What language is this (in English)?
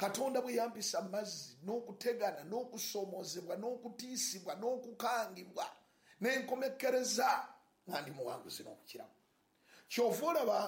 Ganda